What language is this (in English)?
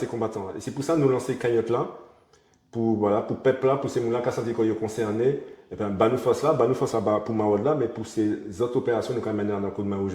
Guadeloupean Creole French